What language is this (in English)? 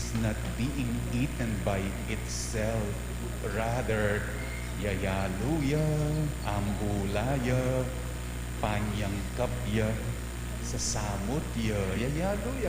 Pampanga